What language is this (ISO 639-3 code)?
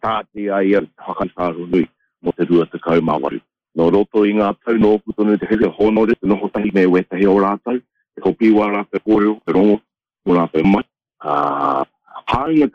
mri